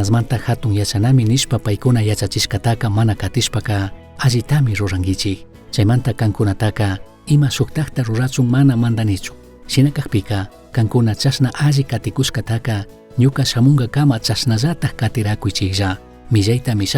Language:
Chimborazo Highland Quichua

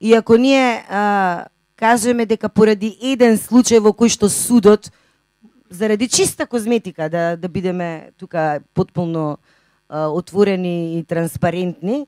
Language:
Macedonian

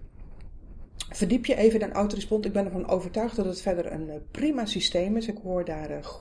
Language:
Dutch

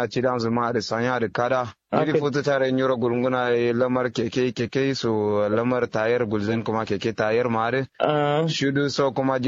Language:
Kanuri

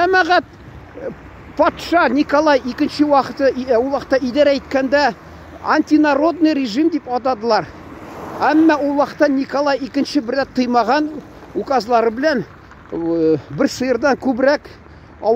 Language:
Tatar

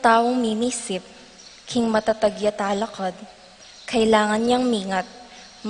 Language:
Pampanga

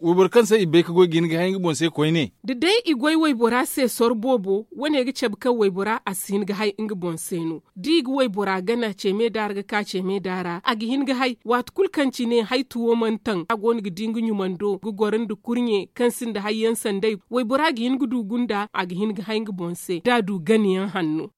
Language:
Zarma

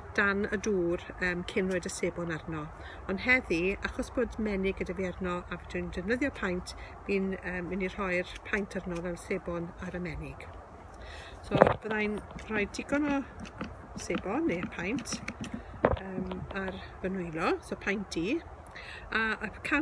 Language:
Welsh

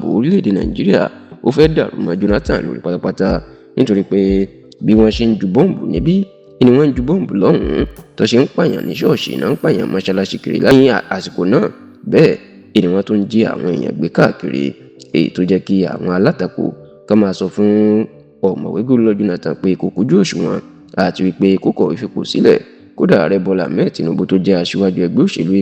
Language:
Yoruba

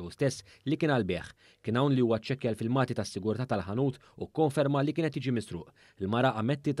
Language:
Maltese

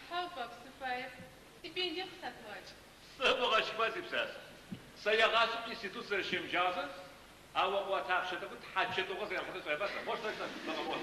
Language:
Adyghe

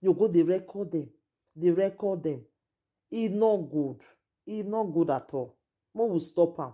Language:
Nigerian Pidgin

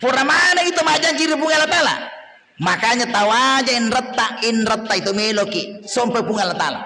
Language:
Buginese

